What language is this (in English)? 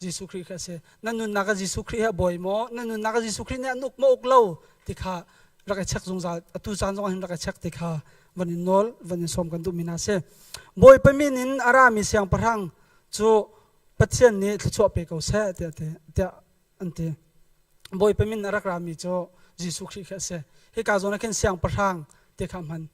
Hakha Chin